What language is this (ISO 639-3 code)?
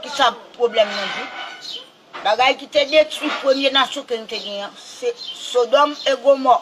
hat